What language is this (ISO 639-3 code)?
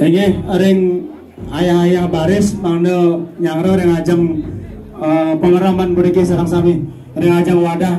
ban